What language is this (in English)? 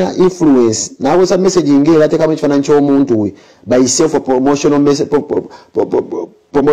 Ganda